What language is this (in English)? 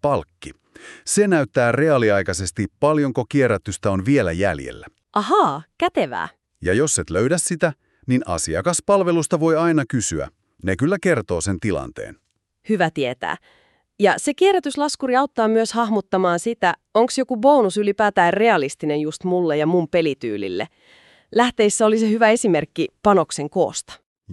Finnish